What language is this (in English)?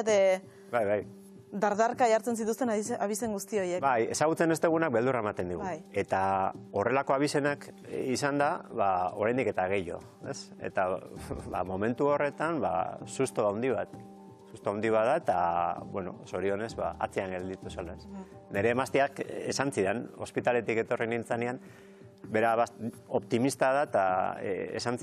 Basque